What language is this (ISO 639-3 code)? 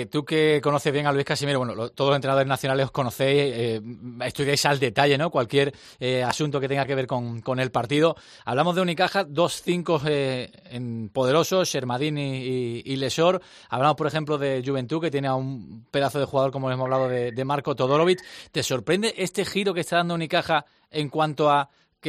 spa